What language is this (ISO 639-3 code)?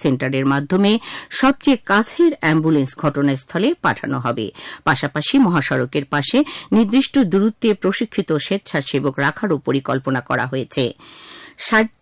ben